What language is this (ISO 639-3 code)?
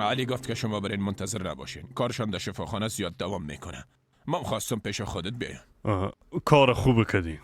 fas